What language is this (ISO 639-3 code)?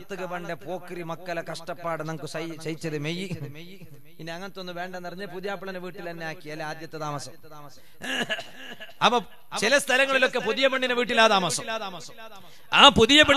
mal